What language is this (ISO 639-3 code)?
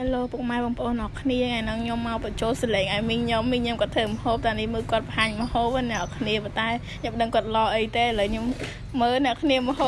khm